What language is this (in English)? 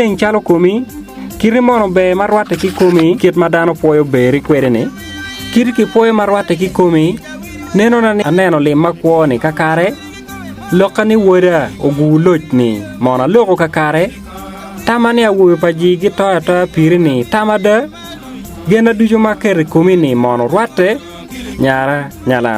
Acoli